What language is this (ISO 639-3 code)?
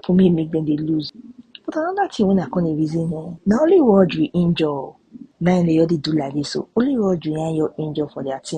pcm